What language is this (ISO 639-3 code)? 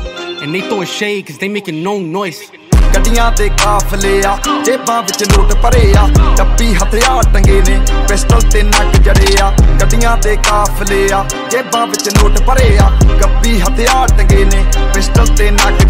pan